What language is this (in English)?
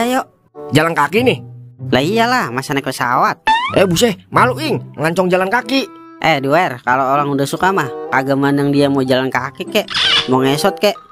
Betawi